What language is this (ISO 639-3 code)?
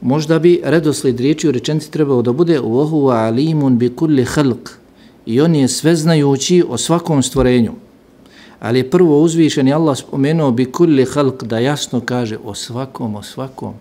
bos